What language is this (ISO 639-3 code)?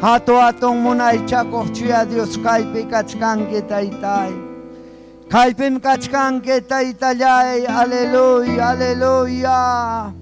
quy